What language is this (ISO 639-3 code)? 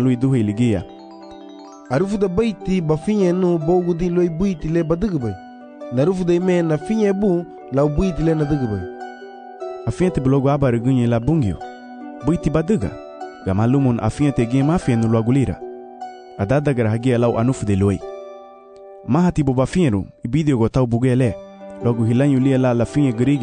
cab